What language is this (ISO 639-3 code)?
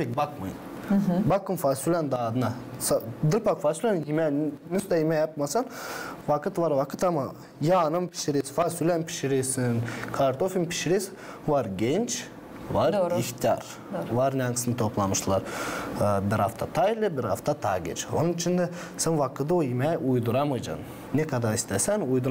gag